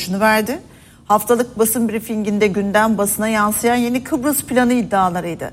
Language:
Turkish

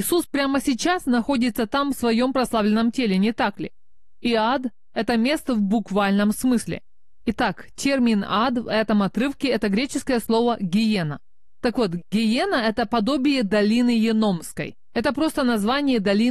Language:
Russian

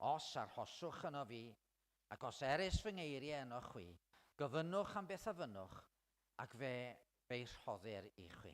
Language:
Welsh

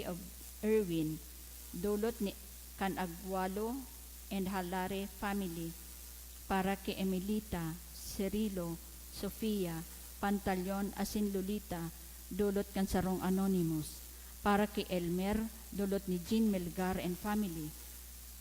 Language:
Bikol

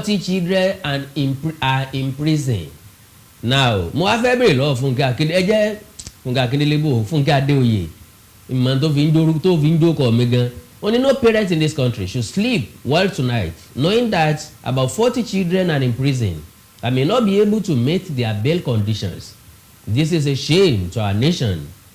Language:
Yoruba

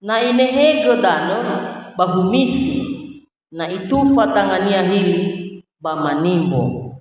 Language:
Nias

